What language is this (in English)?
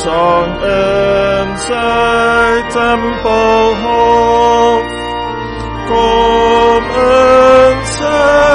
Afrikaans